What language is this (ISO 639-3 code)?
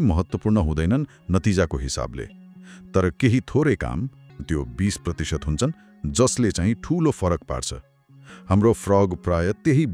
nep